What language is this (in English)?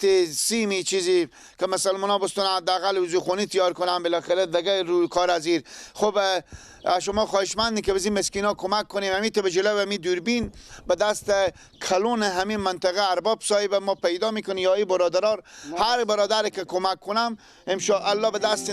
Persian